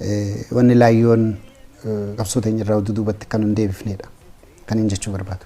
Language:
Oromo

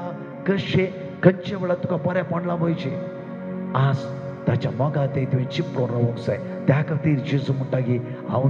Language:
Konkani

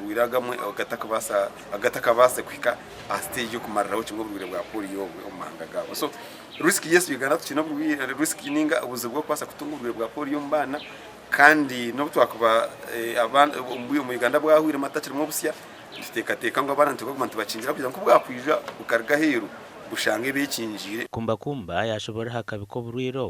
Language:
Nyankole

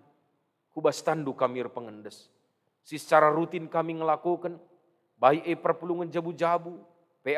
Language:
Batak Karo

